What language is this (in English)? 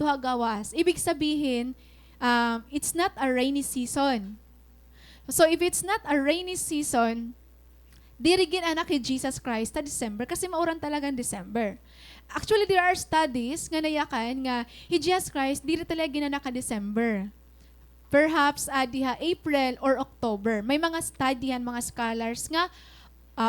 Waray